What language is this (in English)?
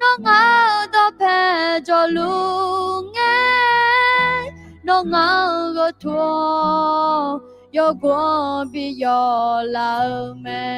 Akha